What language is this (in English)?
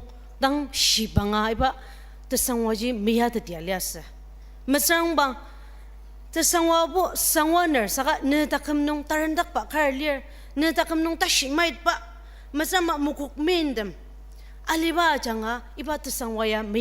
Ao Naga